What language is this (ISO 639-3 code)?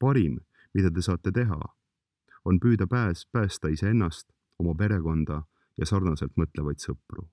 est